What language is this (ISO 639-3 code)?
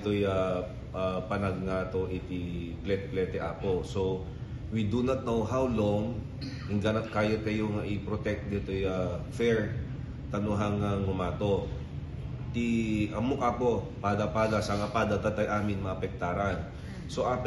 ilo